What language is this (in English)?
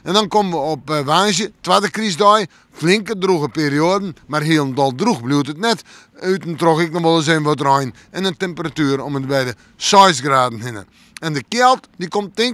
Western Frisian